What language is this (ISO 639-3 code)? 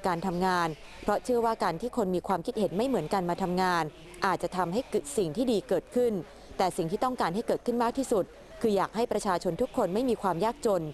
tha